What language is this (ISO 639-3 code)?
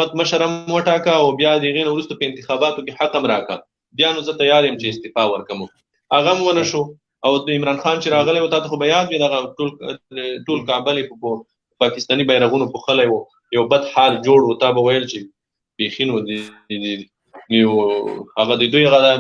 pus